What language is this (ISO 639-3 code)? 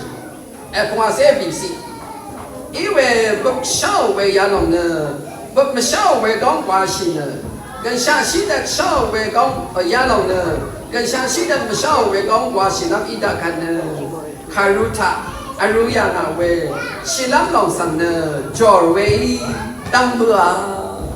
raw